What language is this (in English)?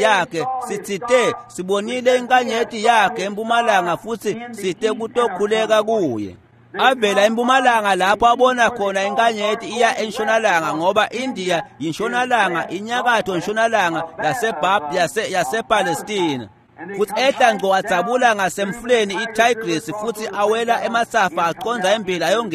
Swati